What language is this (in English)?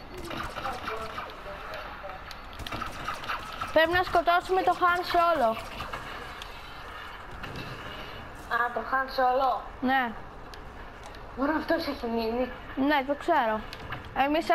Greek